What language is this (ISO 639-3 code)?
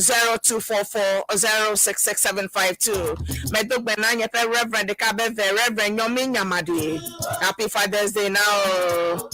ewe